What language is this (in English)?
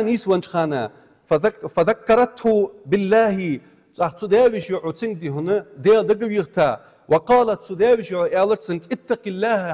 Ingush